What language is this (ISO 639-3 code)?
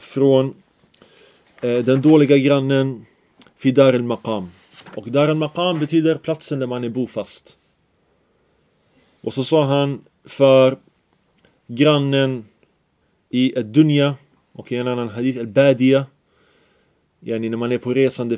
swe